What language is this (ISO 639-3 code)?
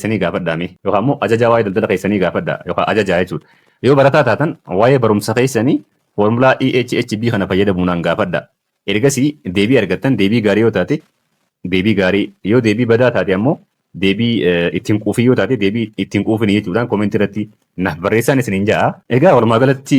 orm